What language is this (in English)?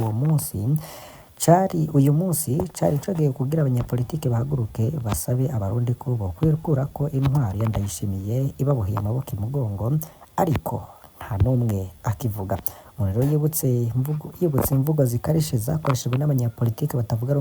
Rundi